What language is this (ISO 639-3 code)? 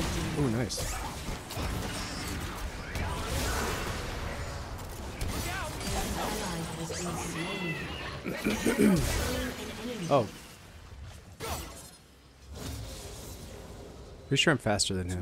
eng